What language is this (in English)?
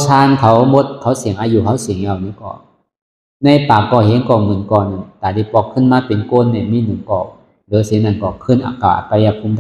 Shan